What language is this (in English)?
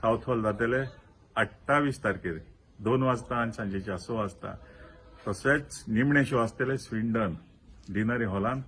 Konkani